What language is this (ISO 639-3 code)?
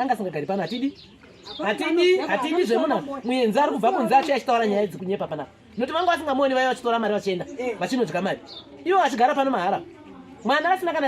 sna